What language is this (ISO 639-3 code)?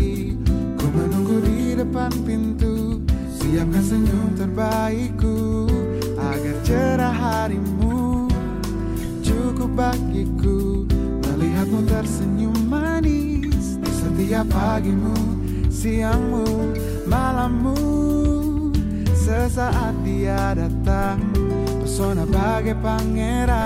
ind